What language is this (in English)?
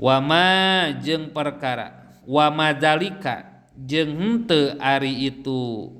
Sundanese